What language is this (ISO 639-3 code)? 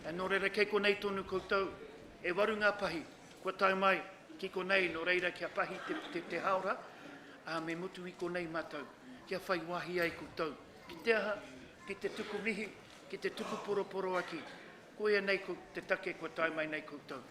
mri